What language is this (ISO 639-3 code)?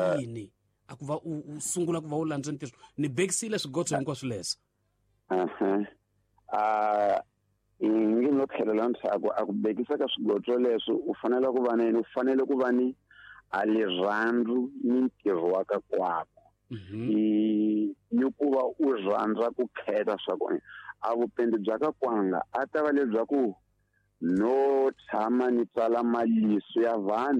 tso